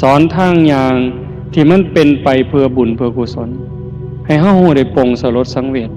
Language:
Northeastern Thai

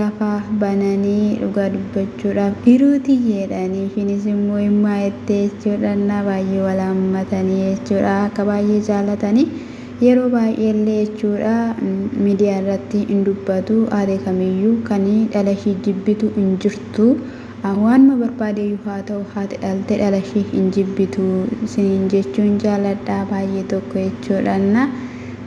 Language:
Oromo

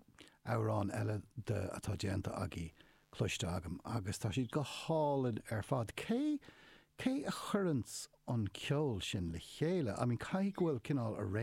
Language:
Irish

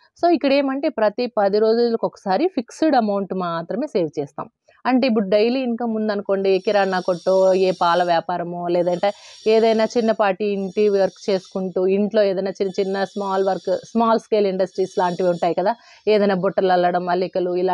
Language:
Telugu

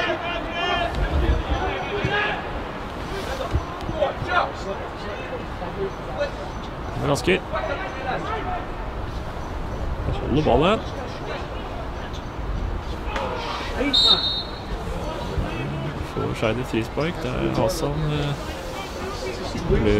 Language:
Norwegian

